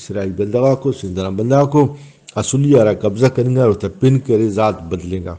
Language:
Brahui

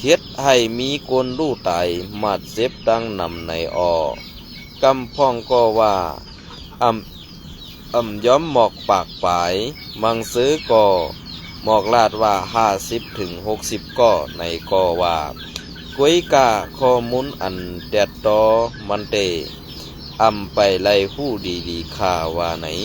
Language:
Shan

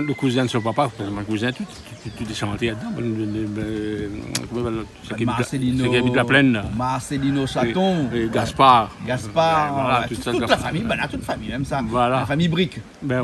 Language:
Réunion Creole French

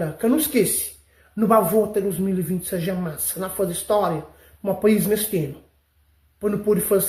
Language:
Kabuverdianu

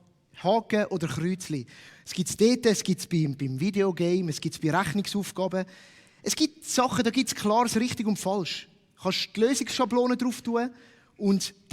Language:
Swiss German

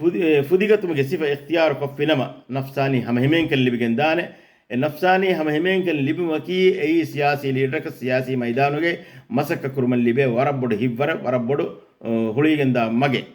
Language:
Divehi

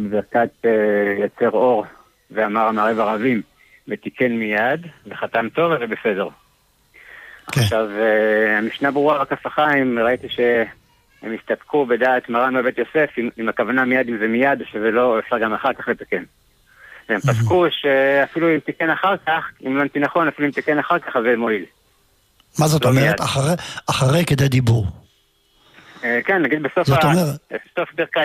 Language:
Hebrew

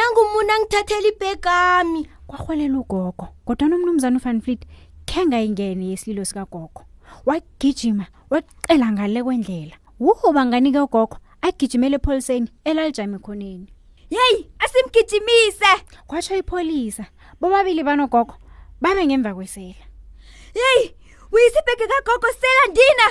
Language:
South Ndebele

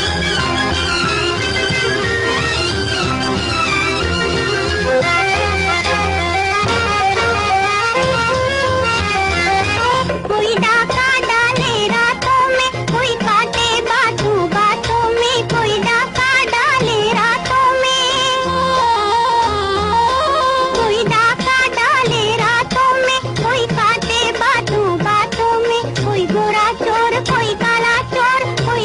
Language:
Hindi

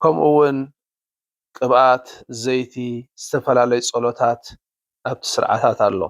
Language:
Tigrinya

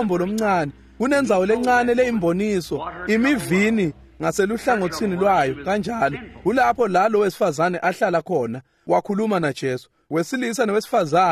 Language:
Swati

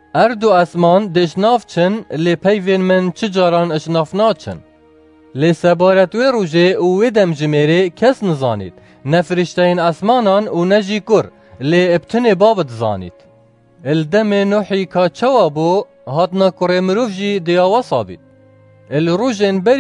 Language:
Kurdish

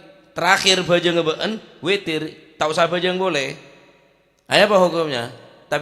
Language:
Madurese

